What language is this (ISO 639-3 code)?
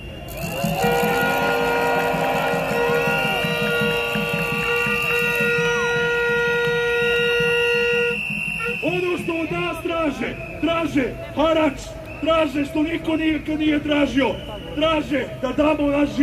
srp